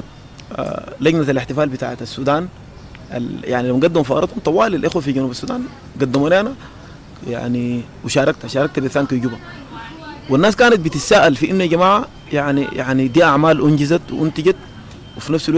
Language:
Sudanese Arabic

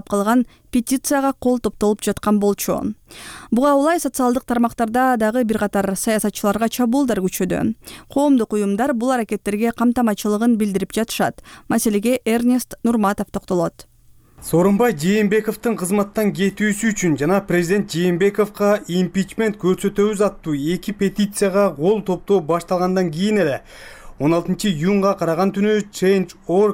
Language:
Kyrgyz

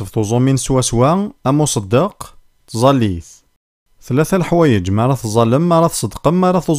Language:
Kabyle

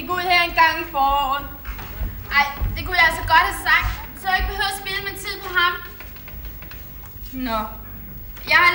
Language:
Danish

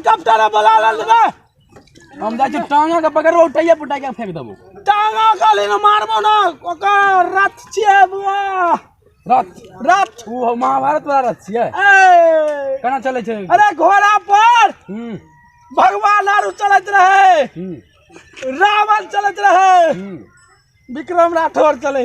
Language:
Maithili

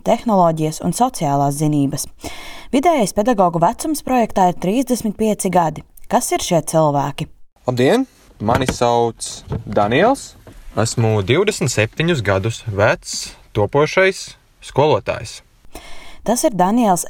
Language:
Latvian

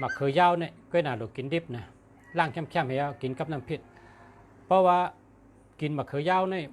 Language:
Shan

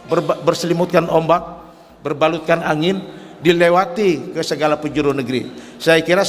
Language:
Banjar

